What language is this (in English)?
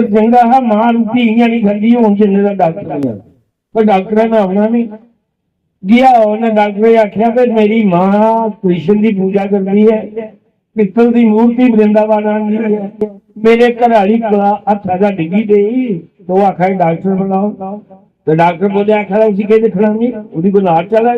Dogri